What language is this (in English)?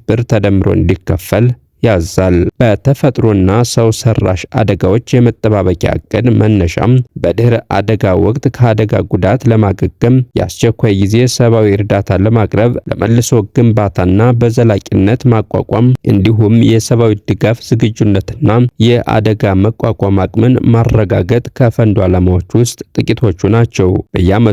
Amharic